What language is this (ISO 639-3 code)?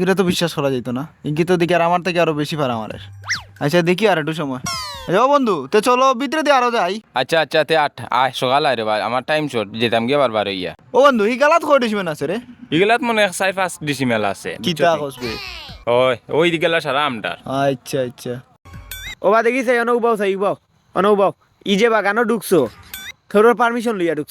syl